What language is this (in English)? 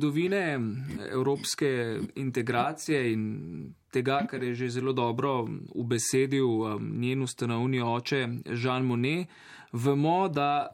Slovenian